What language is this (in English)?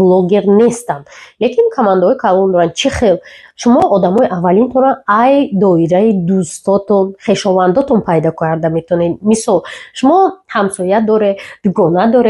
Tajik